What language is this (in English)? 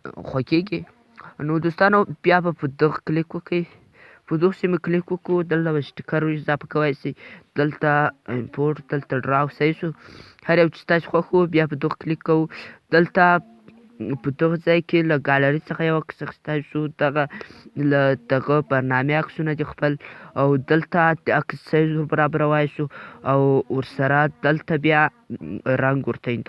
Pashto